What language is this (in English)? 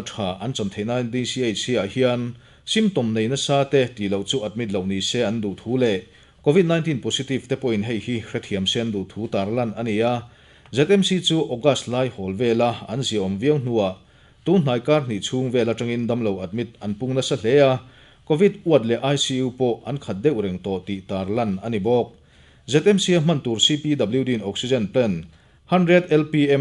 Mizo